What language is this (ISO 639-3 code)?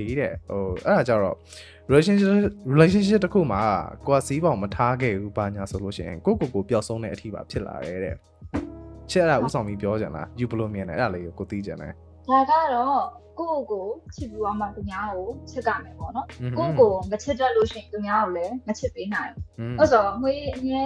mya